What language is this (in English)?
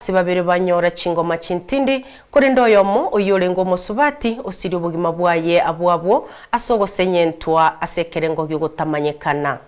Gusii